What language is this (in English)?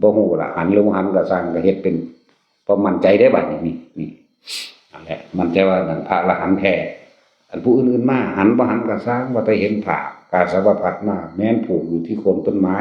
Northeastern Thai